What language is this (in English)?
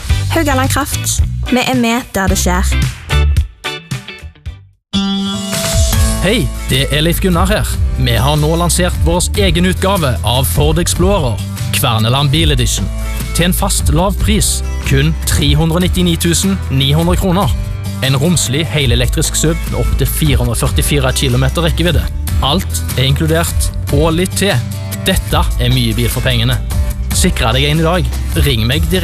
Norwegian